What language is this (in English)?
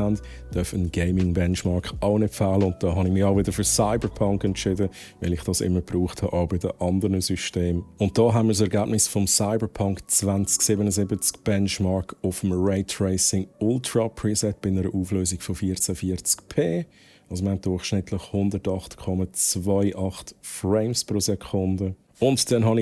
Swiss German